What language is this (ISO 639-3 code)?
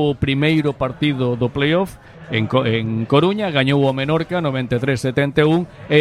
glg